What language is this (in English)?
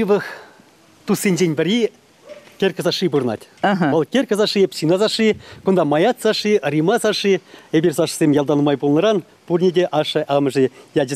Chuvash